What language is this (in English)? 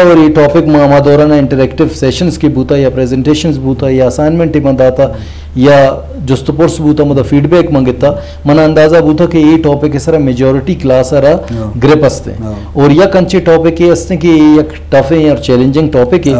Eastern Balochi